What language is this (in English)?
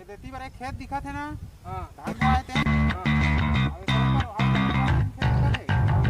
Chhattisgarhi